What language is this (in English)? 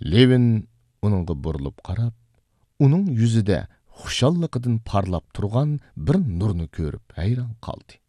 Uyghur